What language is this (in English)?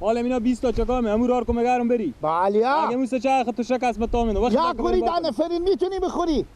Persian